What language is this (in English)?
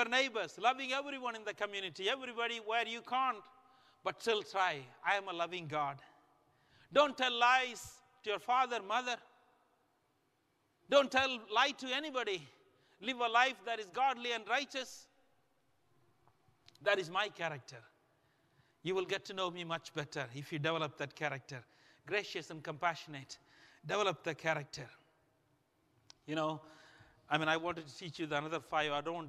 English